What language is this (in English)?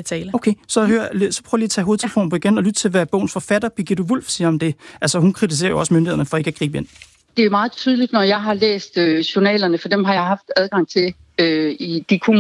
Danish